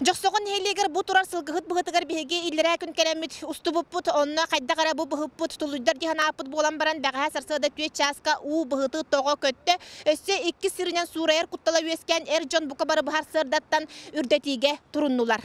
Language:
Yakut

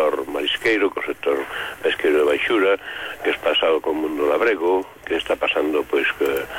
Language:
Galician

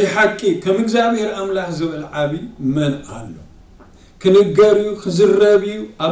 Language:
Tigrinya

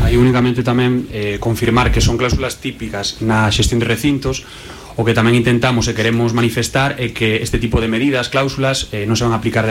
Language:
Galician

